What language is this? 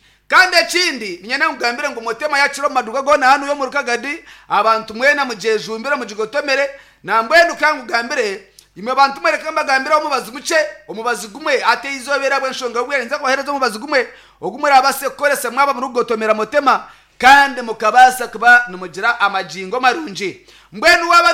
Nyankole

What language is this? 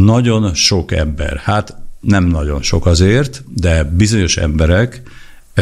Hungarian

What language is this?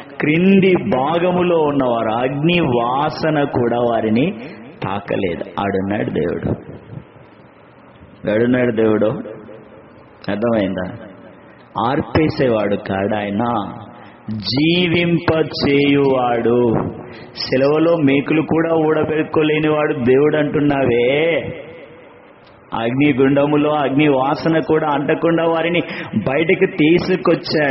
Telugu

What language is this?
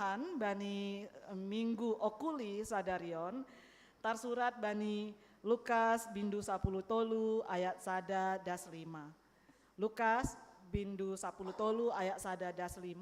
Batak Simalungun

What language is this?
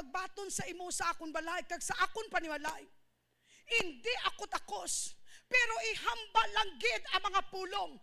Hiligaynon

